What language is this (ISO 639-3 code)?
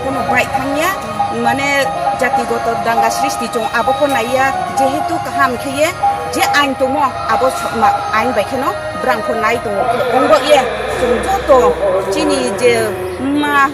ria